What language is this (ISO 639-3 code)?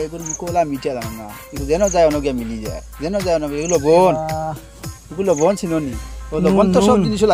syl